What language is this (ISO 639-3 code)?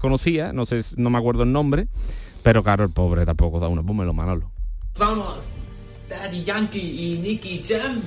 spa